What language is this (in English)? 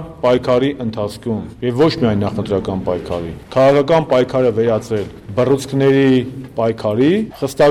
Armenian